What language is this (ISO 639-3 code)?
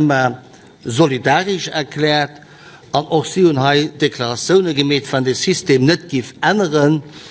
ltz